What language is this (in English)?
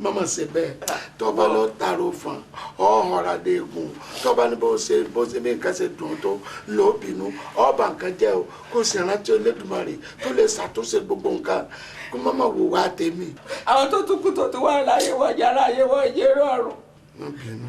Yoruba